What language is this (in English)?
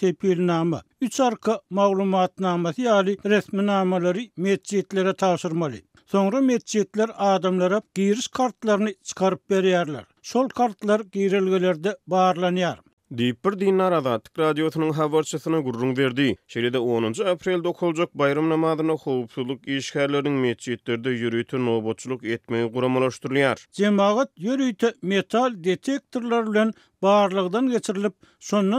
Turkmen